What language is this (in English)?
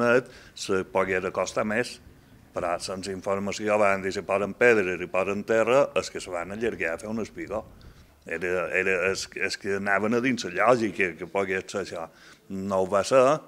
Catalan